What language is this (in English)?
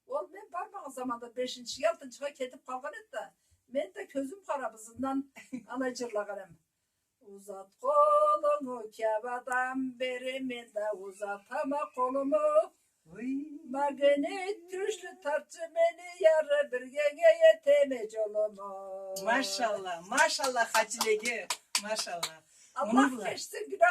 Karachay-Balkar